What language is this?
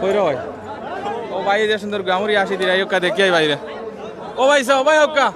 Sylheti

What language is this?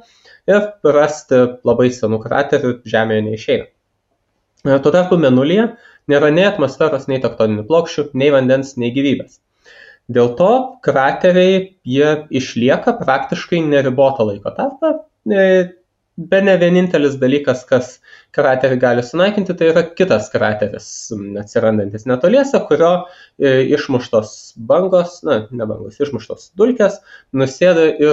Lithuanian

